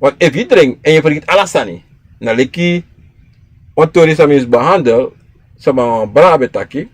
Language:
Sranan Tongo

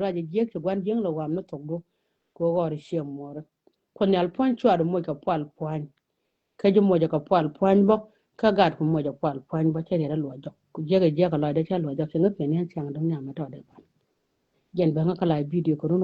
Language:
Nuer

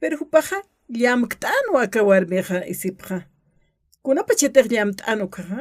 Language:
Aymara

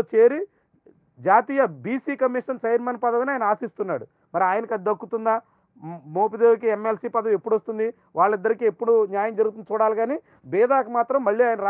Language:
Telugu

